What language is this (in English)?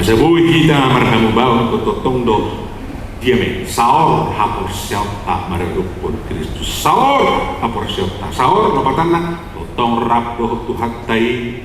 Batak Toba